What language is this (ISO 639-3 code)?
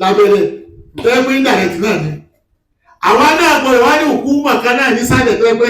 yor